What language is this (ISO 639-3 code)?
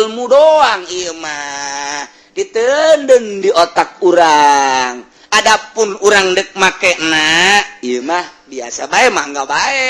sun